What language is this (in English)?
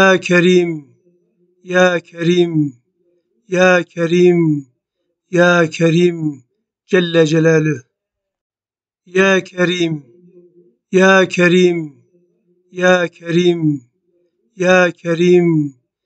Turkish